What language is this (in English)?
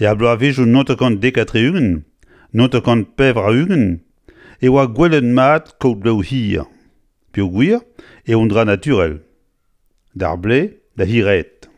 Breton